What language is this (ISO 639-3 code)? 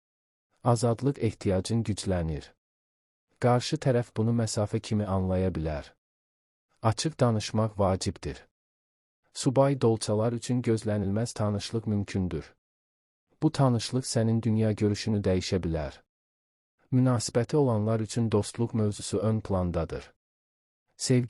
aze